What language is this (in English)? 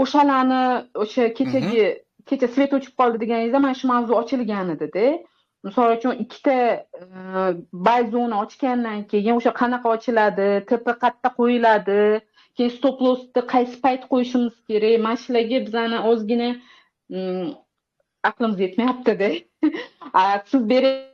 Uzbek